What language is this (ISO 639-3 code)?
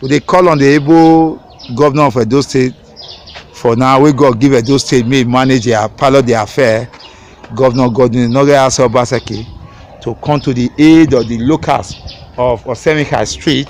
pcm